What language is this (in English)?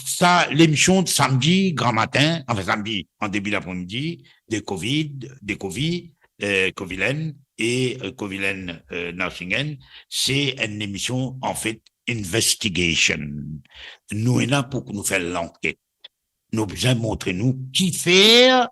Morisyen